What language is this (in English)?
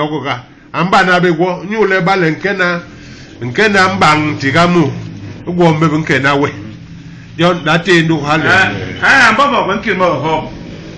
Basaa